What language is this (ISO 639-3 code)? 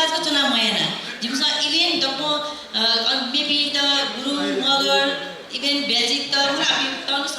new